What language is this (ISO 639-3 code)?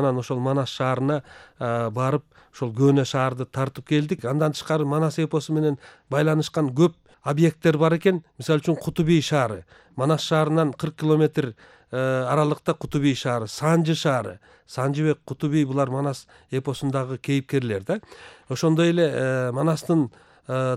kir